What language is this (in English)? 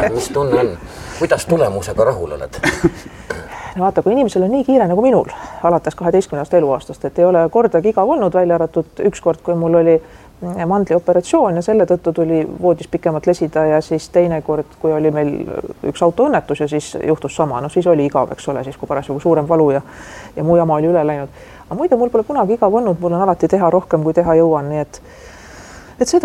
Estonian